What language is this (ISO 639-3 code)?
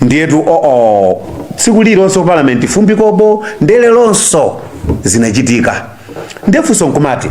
nya